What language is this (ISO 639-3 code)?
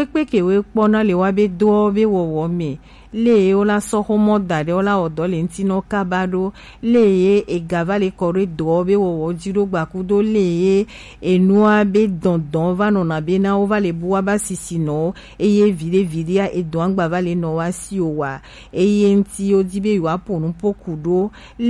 gej